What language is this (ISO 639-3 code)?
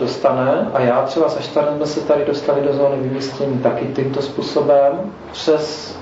ces